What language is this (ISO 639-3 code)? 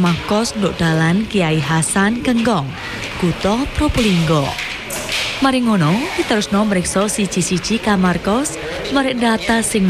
jav